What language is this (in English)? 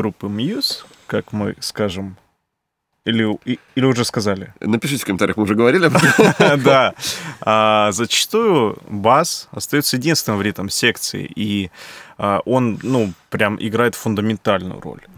Russian